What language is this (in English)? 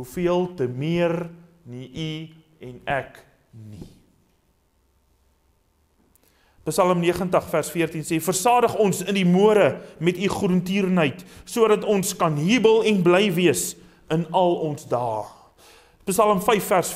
Afrikaans